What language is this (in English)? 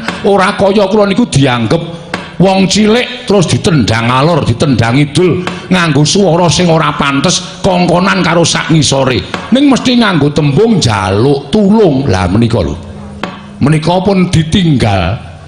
Javanese